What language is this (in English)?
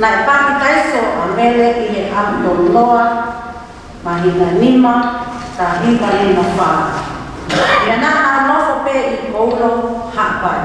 Tongan